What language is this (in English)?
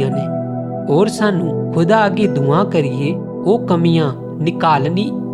Dogri